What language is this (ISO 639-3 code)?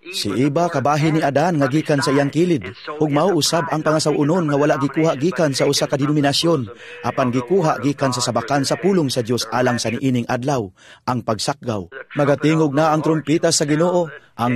ceb